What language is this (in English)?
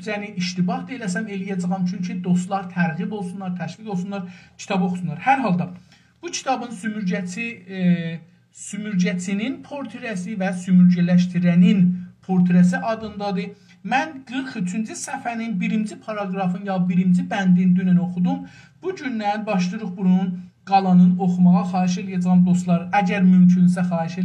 South Azerbaijani